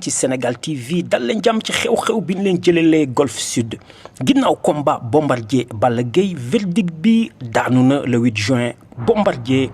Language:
Wolof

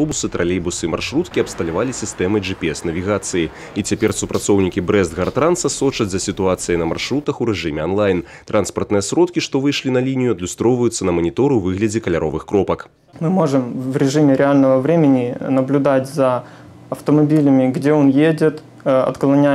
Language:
Belarusian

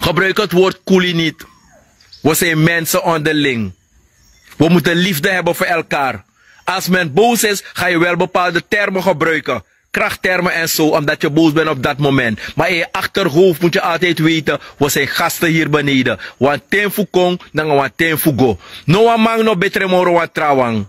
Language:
Sranan Tongo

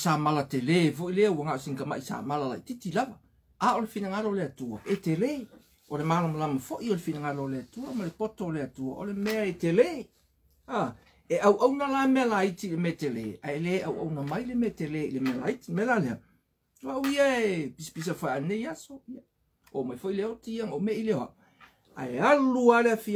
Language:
Samoan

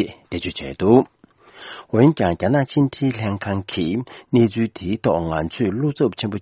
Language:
Tibetan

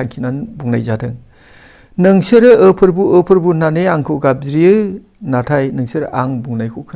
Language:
Bodo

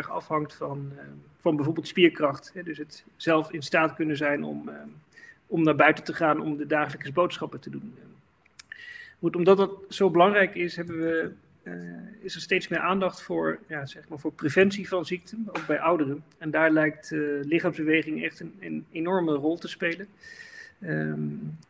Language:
Dutch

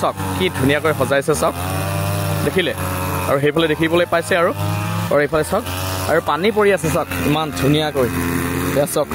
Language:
Assamese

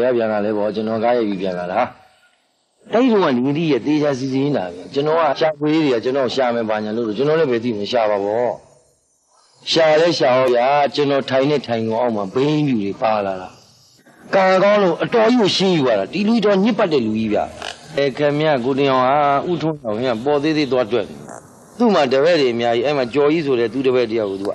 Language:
Burmese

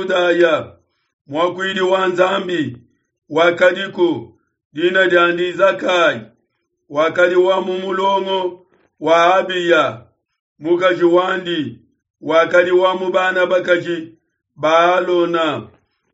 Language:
Luba-Lulua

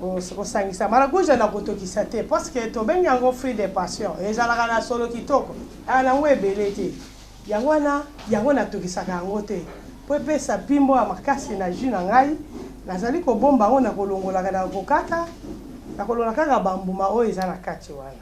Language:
Lingala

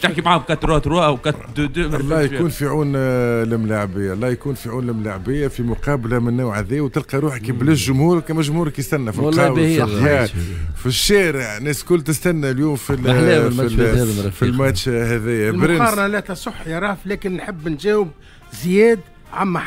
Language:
Tunisian Arabic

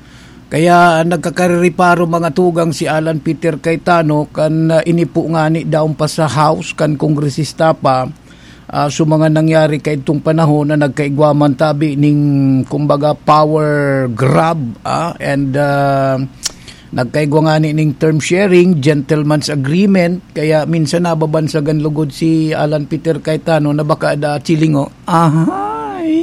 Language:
Bikol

